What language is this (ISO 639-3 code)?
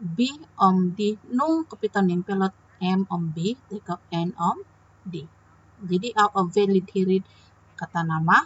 dtp